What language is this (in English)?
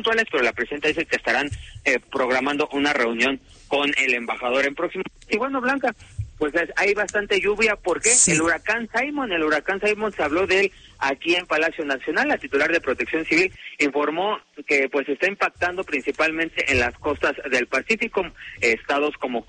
Spanish